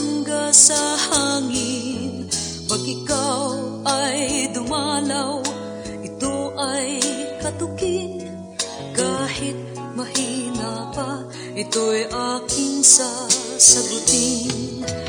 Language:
Filipino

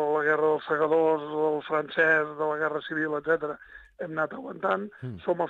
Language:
Catalan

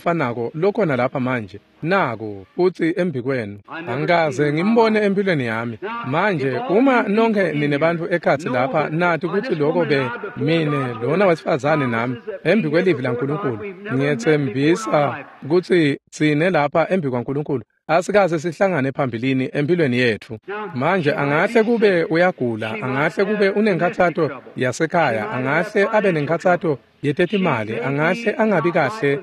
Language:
Swati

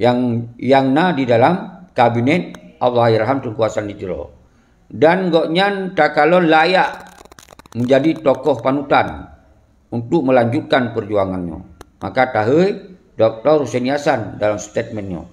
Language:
Achinese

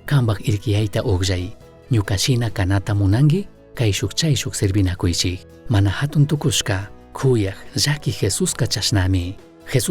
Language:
Chimborazo Highland Quichua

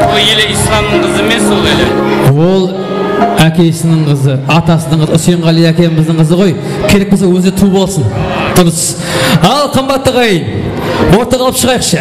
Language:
Kara-Kalpak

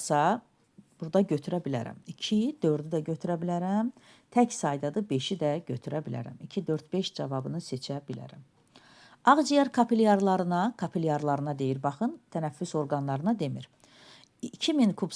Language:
Azerbaijani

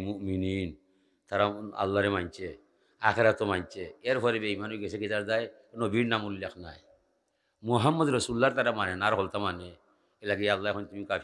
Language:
Sylheti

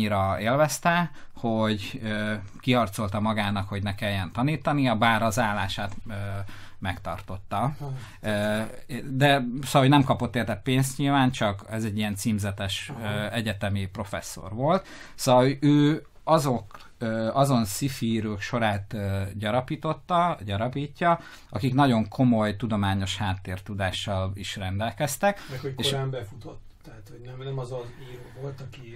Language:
Hungarian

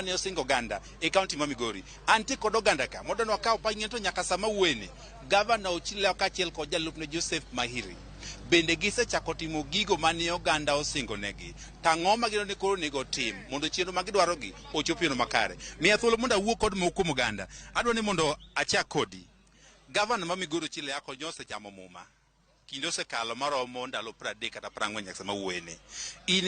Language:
Luo (Kenya and Tanzania)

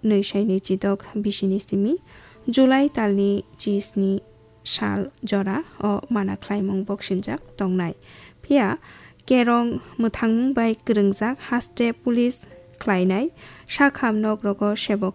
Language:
Kok Borok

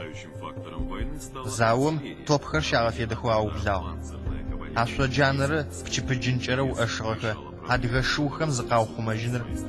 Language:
Adyghe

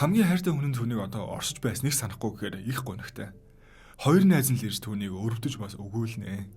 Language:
Mongolian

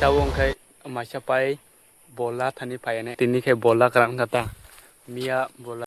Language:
Kok Borok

